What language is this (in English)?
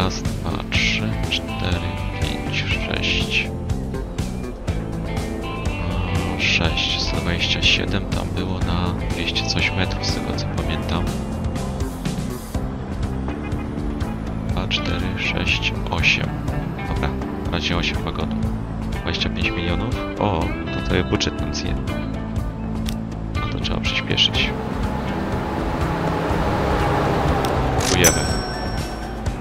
Polish